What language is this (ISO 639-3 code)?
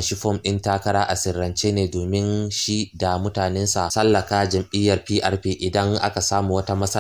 hau